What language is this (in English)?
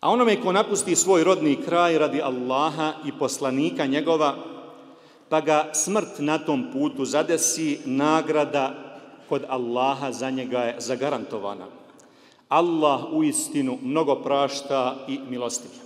Bosnian